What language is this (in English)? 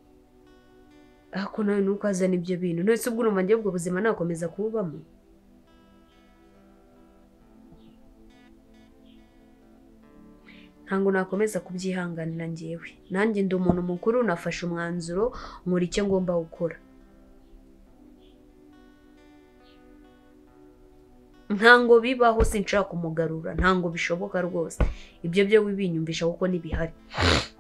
Kinyarwanda